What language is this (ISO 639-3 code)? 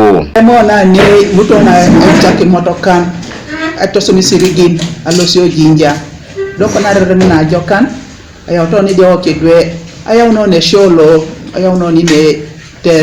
teo